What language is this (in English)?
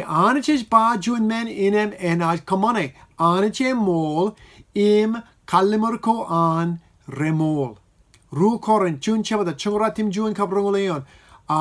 Marshallese